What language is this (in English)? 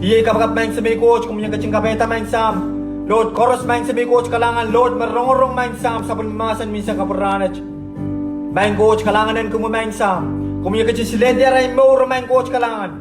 Pohnpeian